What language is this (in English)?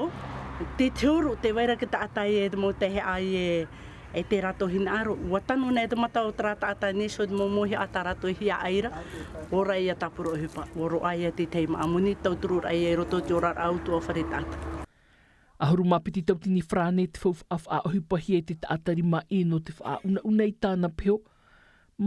Tahitian